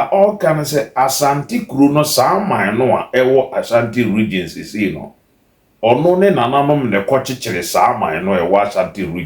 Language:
Akan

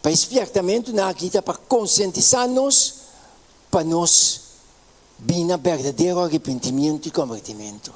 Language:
Papiamento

